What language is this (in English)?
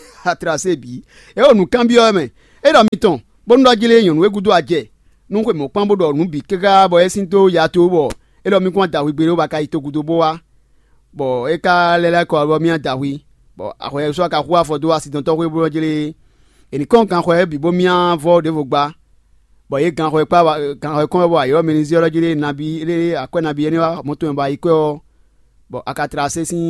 Fon